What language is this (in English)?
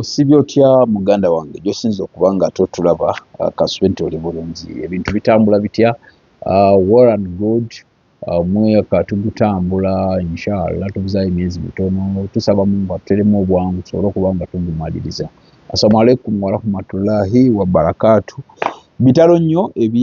Ganda